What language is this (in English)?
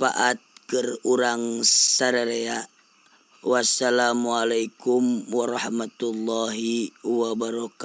Sundanese